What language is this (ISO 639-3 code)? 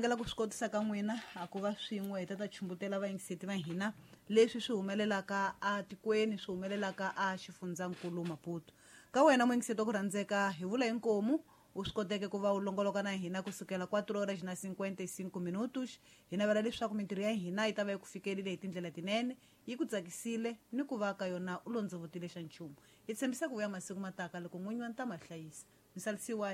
tso